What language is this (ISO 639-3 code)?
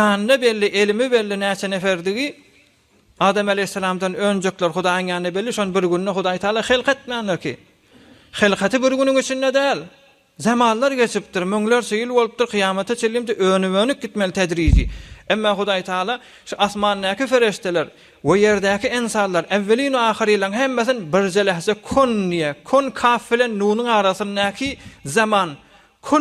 tuk